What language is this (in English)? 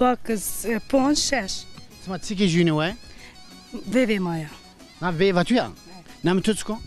Zaza